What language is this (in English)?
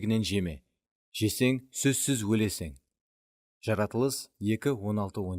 Kara-Kalpak